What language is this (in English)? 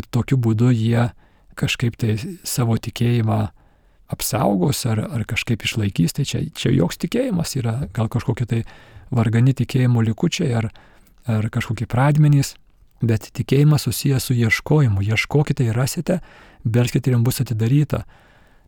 Lithuanian